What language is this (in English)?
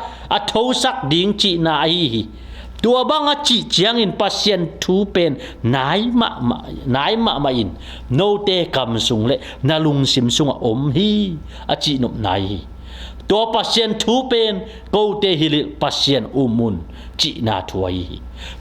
Tedim Chin